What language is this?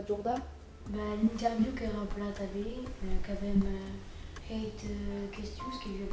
Occitan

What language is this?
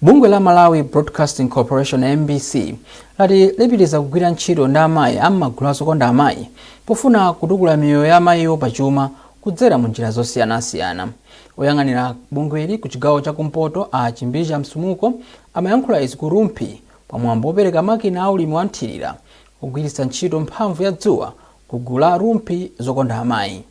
Nyanja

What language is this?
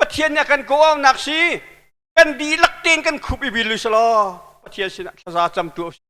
Hakha Chin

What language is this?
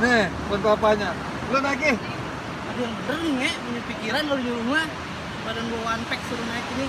Betawi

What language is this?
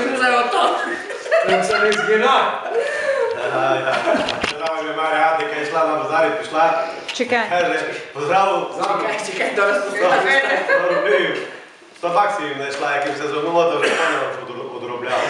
Rusyn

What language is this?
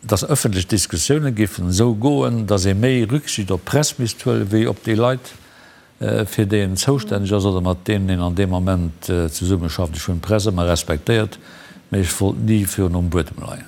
Luxembourgish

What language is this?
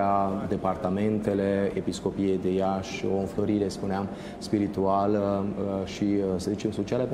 Romanian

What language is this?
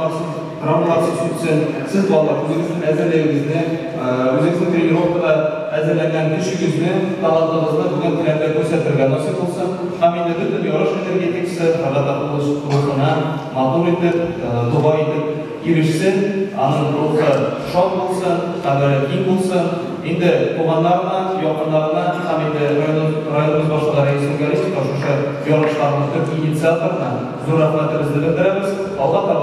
Tatar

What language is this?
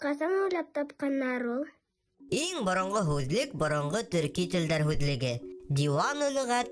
Bashkir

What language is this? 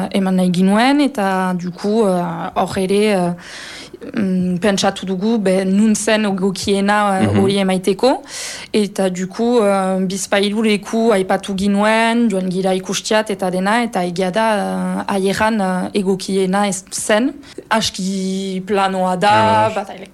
Basque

